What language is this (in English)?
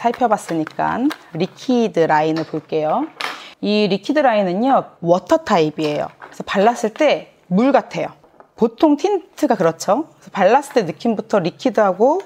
Korean